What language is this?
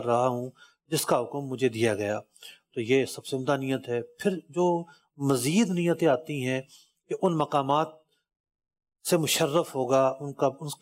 Urdu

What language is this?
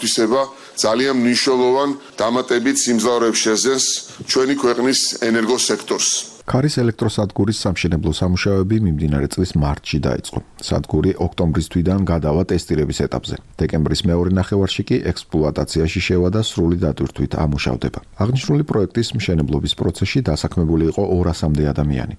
Georgian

